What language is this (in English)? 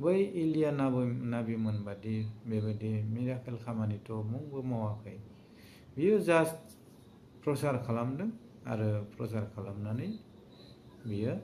Bodo